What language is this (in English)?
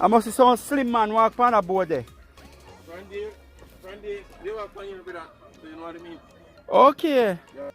Jamaican Creole English